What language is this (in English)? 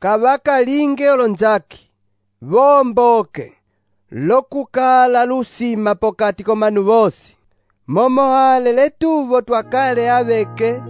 Umbundu